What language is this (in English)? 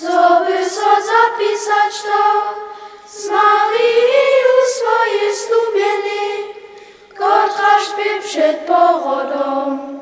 Upper Sorbian